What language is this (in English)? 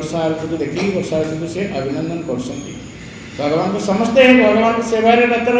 Odia